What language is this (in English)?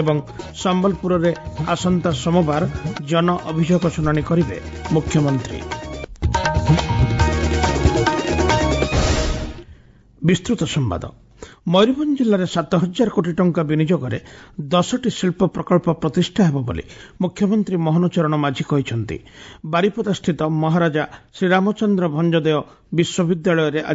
Odia